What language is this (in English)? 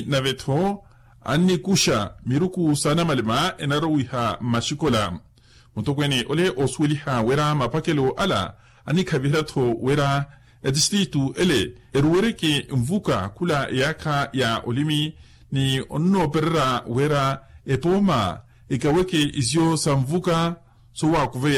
Makhuwa